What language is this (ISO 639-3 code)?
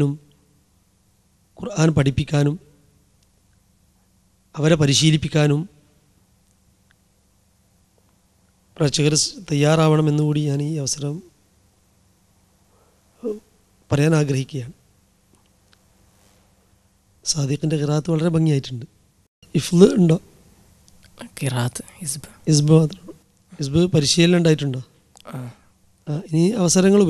mal